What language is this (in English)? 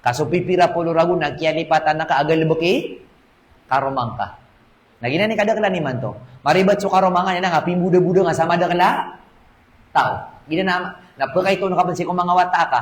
Maranao